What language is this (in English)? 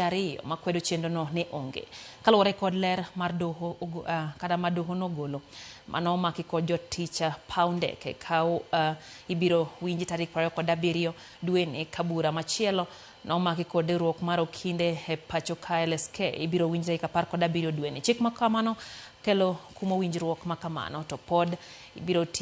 Luo (Kenya and Tanzania)